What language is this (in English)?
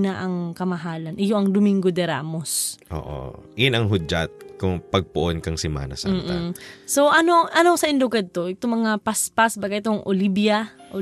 Bikol